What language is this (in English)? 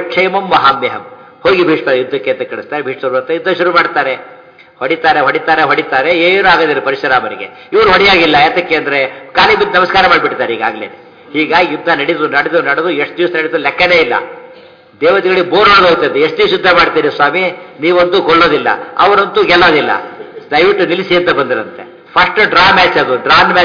Kannada